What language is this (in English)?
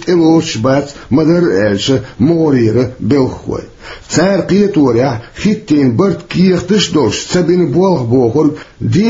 Chechen